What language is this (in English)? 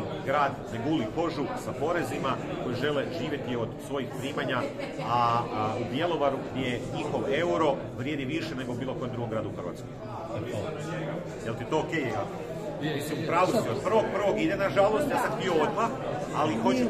Croatian